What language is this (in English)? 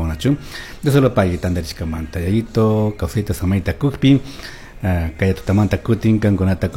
Chimborazo Highland Quichua